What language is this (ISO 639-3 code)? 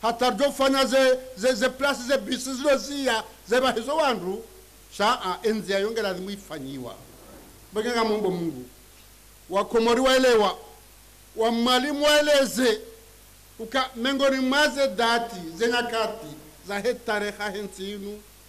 zdj